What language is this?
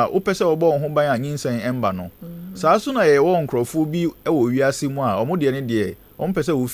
Akan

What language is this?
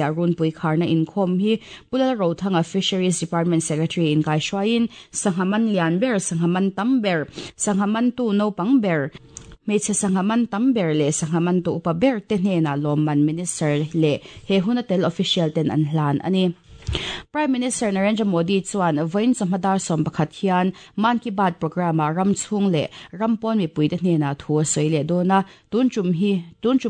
Mizo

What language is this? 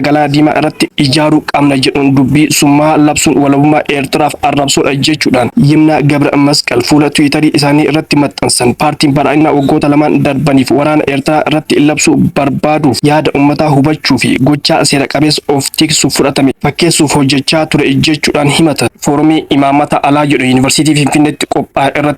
Oromo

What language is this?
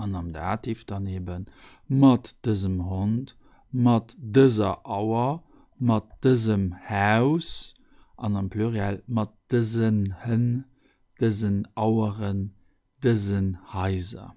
Luxembourgish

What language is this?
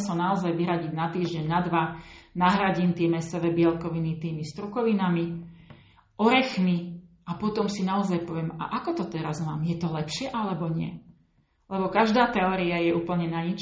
Slovak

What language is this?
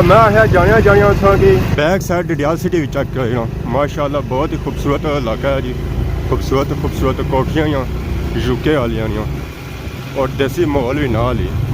Pahari-Potwari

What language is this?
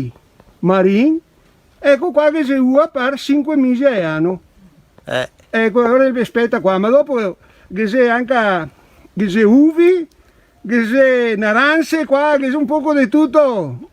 Venetian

